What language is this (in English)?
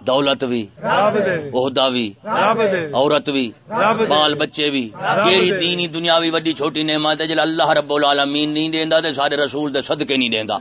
Saraiki